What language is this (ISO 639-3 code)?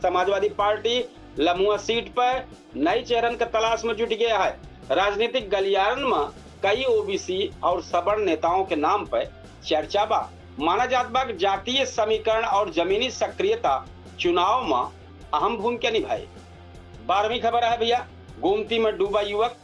awa